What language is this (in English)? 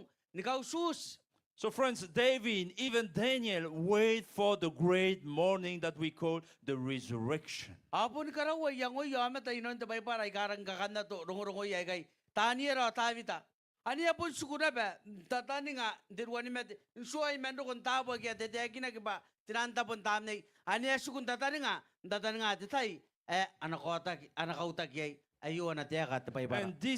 Gilbertese